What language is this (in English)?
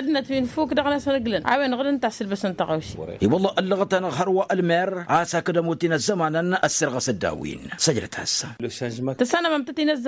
Tamasheq